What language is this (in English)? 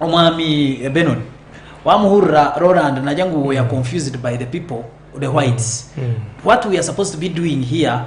Nyankole